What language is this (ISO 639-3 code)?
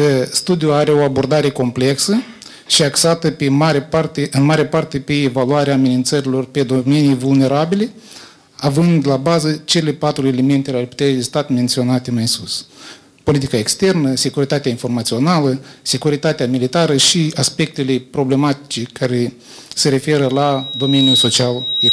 ron